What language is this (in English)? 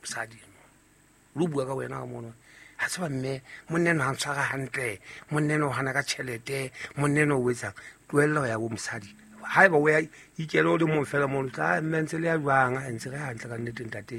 Southern Sotho